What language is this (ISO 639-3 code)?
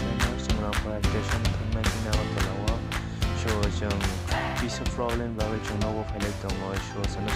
trp